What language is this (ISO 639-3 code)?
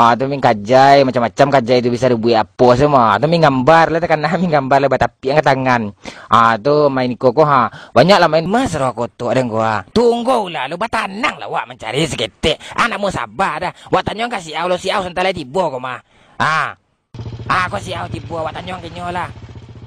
min